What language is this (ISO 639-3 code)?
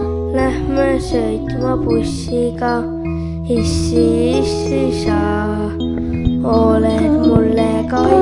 est